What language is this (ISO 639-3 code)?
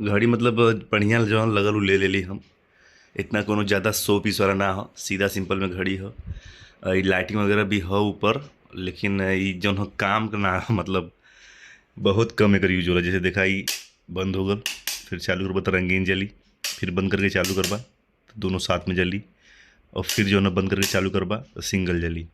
bho